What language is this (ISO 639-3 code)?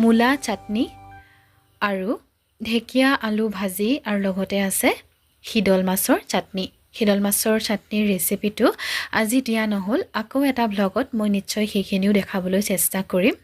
asm